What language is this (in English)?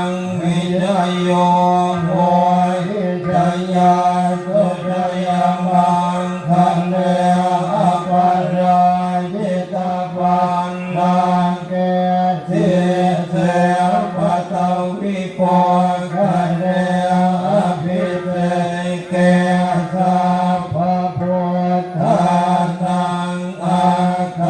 Pali